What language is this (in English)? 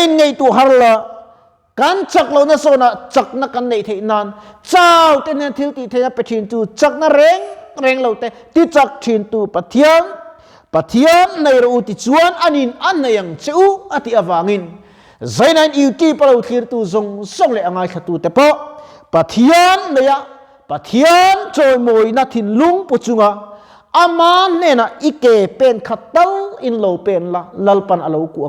Mizo